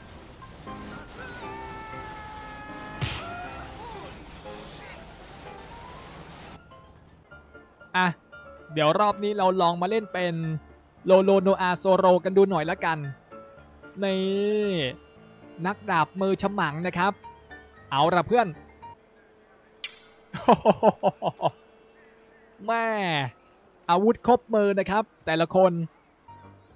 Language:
Thai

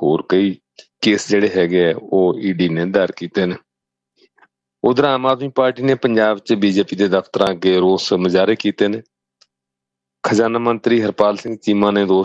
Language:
Punjabi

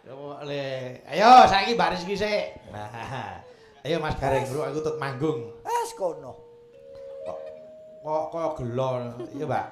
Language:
Javanese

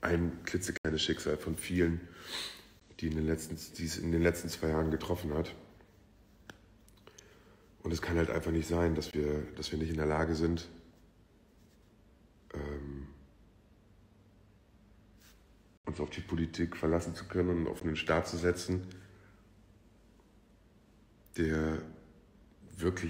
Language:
German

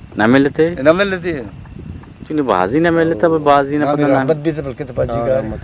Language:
Eastern Balochi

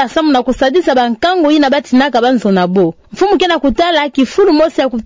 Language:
Kituba (Democratic Republic of Congo)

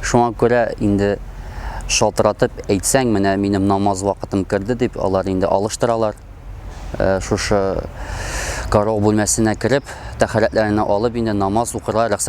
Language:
Tatar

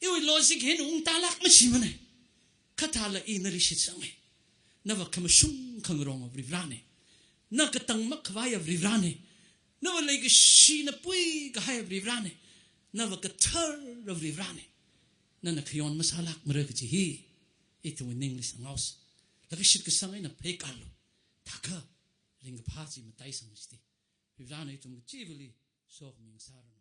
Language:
Tangkhul Naga (India)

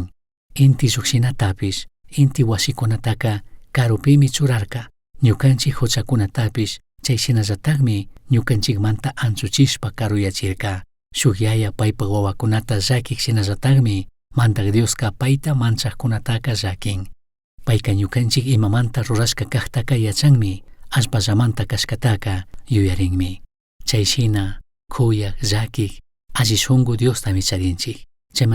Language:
Chimborazo Highland Quichua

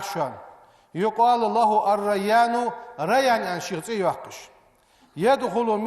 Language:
Ingush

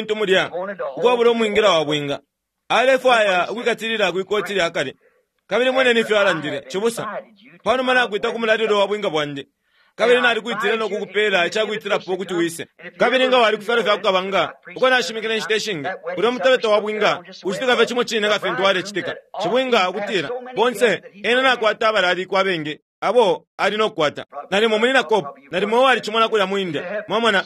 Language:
Bemba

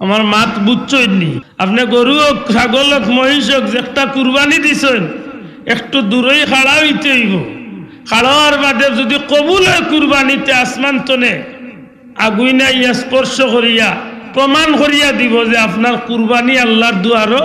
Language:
Sylheti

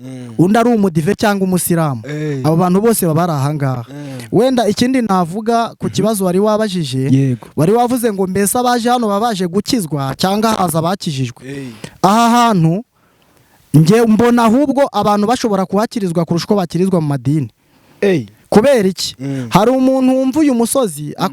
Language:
Kinyarwanda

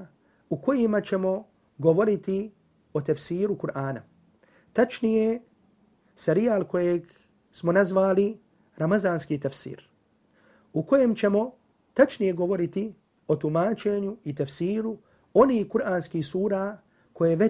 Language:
Bosnian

